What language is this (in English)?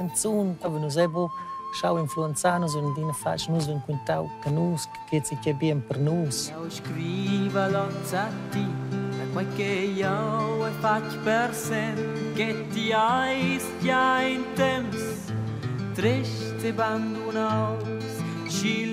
Romansh